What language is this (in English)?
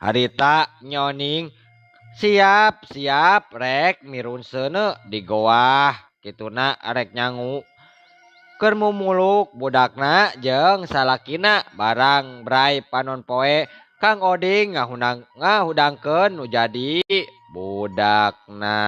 Sundanese